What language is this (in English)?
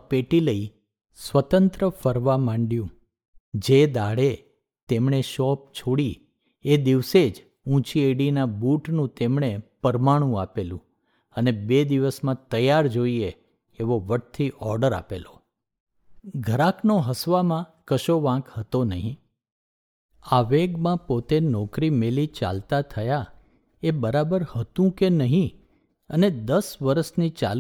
Gujarati